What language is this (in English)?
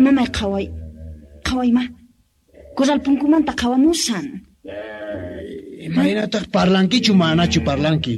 Quechua